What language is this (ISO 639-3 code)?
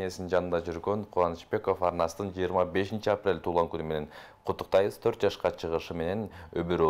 kir